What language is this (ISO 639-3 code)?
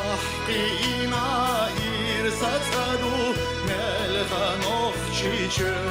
che